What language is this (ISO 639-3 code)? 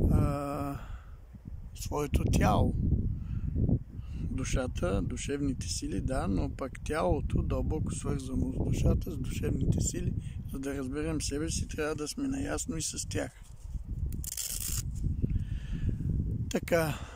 bul